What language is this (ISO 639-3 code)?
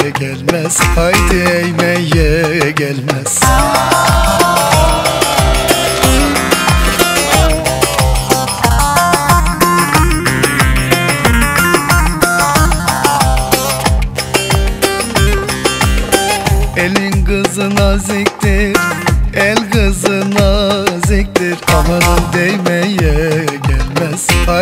tur